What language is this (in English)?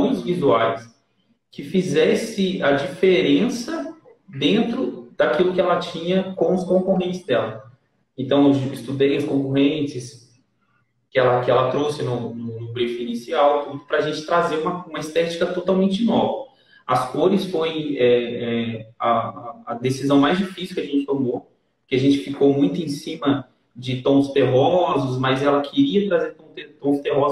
Portuguese